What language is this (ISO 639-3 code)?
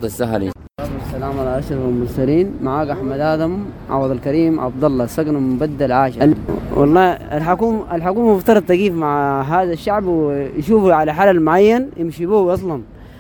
apd